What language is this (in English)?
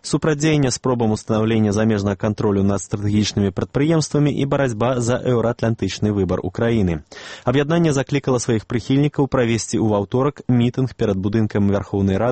Belarusian